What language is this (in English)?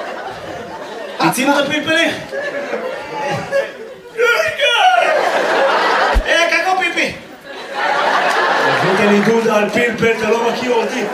Hebrew